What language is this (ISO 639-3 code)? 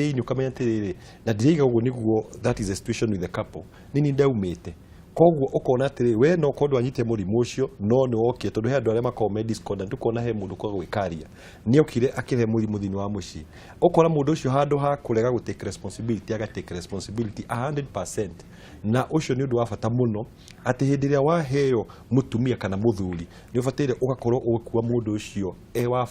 kik